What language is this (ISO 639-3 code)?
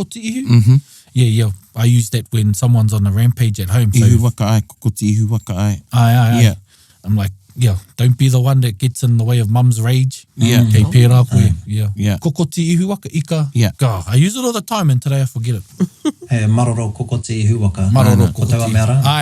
mri